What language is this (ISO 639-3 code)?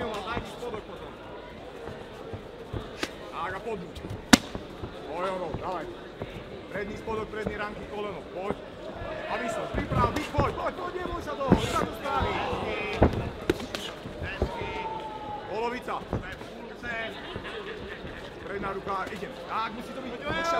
slk